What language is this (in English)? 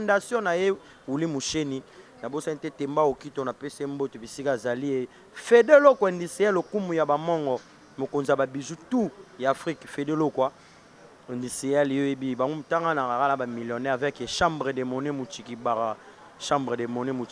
Lingala